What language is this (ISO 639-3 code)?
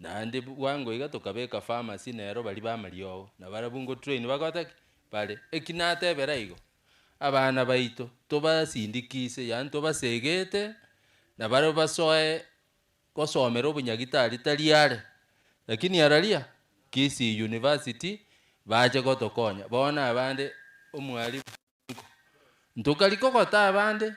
guz